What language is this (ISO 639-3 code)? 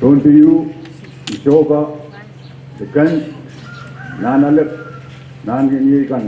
pon